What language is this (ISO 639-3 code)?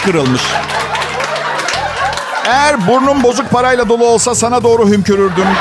tur